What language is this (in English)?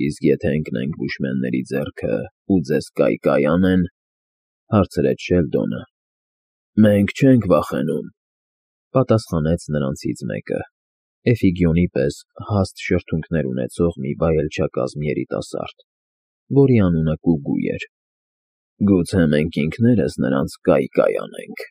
Armenian